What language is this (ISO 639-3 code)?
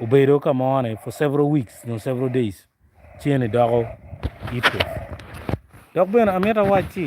ach